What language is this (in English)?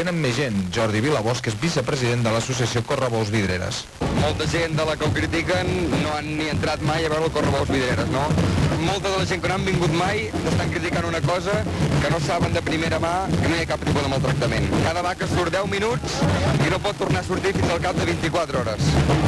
Catalan